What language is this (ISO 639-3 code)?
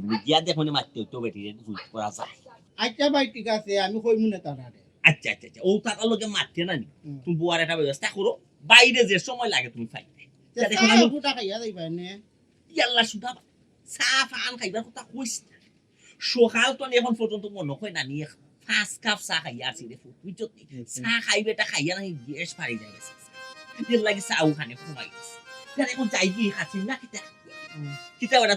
syl